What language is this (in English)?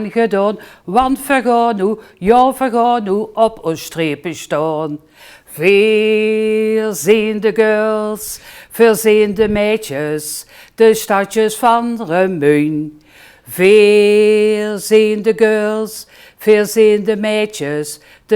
Limburgish